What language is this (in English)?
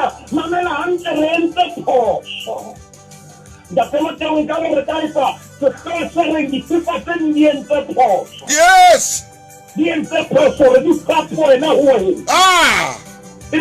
Southern Sotho